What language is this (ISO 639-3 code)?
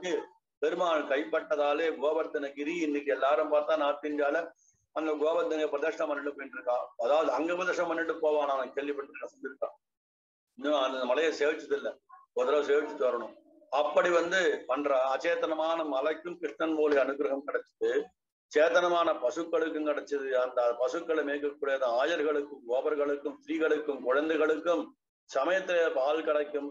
tam